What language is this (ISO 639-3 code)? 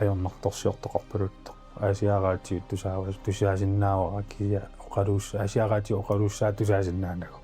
kal